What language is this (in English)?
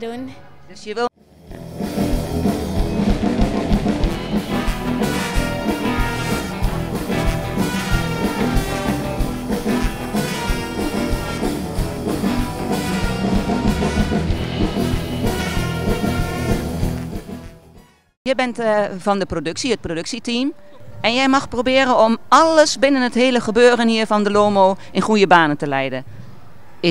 Dutch